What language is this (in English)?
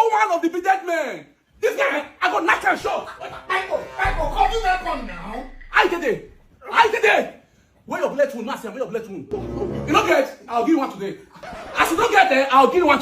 Nigerian Pidgin